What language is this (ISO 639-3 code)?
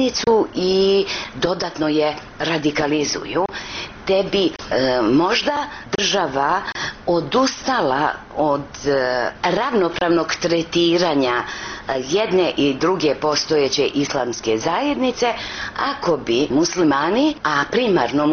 srp